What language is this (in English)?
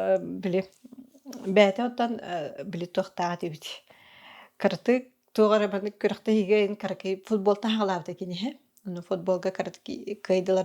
Yakut